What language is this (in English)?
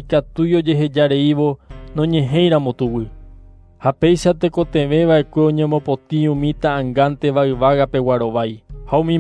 Guarani